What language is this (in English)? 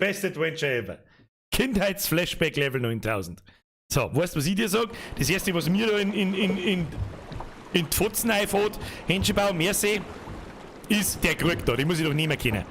Bavarian